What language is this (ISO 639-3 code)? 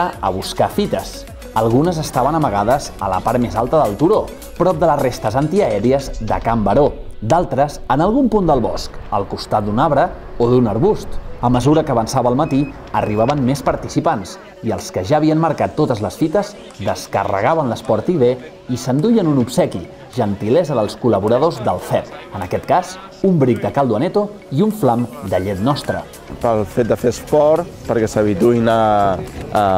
cat